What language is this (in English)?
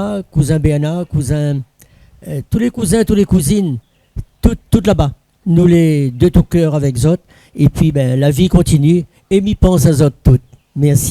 Réunion Creole French